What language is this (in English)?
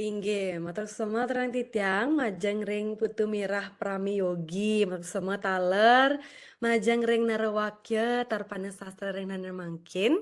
Balinese